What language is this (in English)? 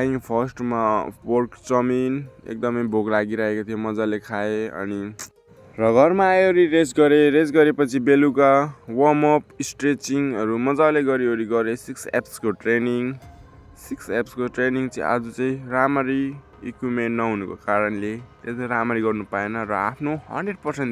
Nepali